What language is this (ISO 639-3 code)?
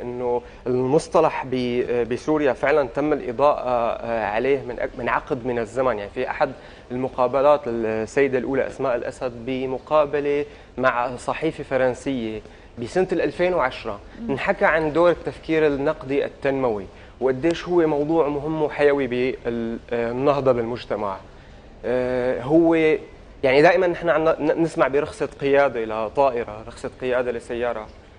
apc